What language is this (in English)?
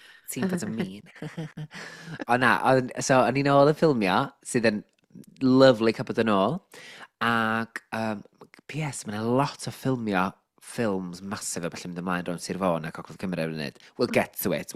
Welsh